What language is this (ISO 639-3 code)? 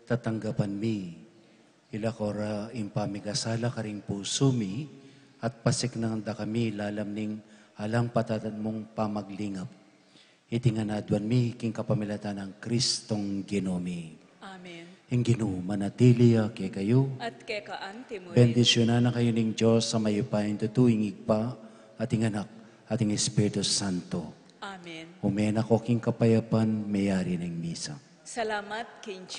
pam